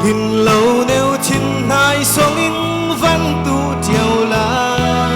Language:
Falam Chin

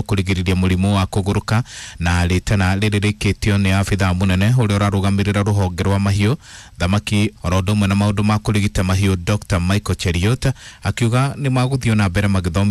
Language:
Kikuyu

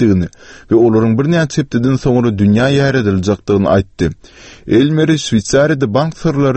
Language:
Turkmen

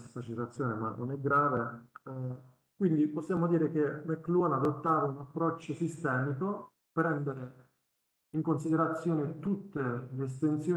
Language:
Italian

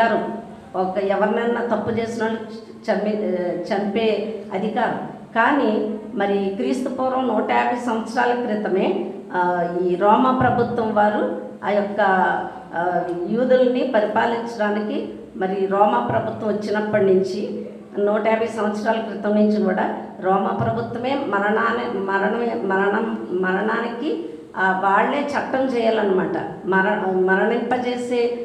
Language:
Telugu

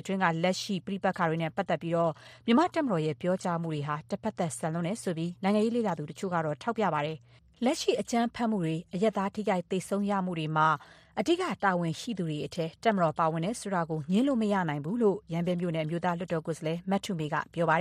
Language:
Burmese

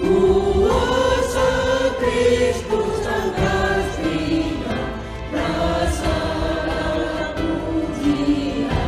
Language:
Batak Karo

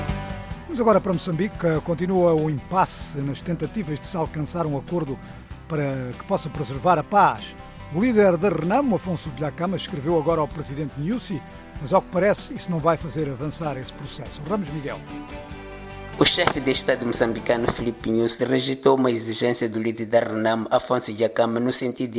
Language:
Portuguese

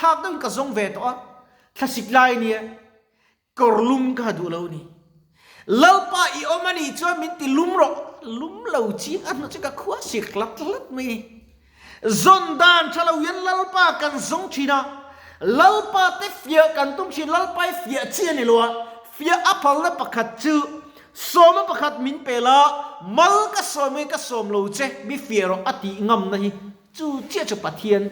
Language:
Mizo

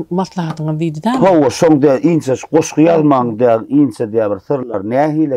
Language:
Turkmen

